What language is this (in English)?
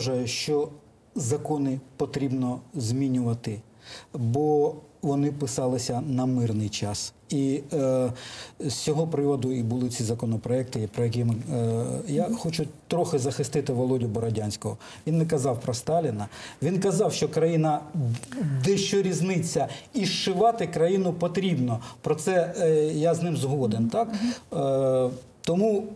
Ukrainian